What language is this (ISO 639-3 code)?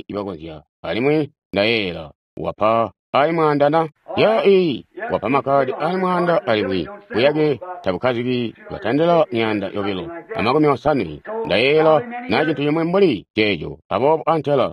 toi